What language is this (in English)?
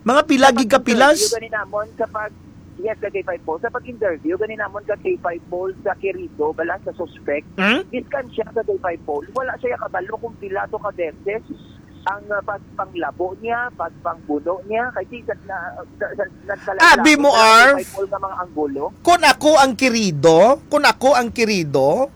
Hiligaynon